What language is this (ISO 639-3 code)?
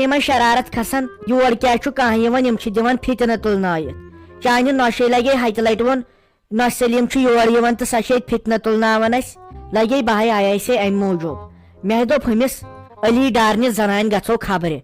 kas